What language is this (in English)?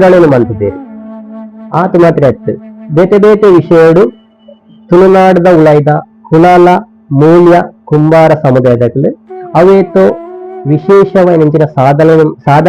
Tulu